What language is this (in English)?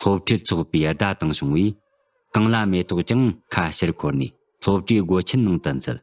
Tibetan